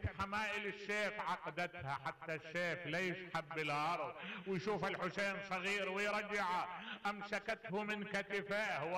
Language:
Mesopotamian Arabic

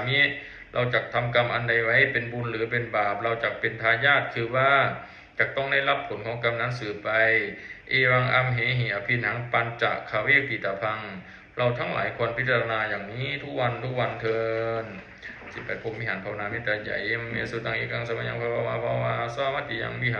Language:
Pali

